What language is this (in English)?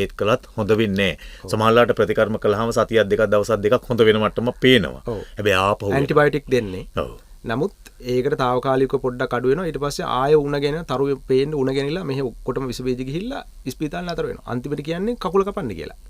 Sinhala